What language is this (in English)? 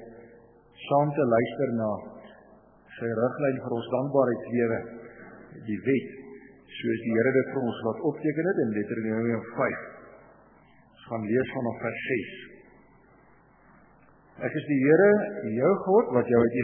Afrikaans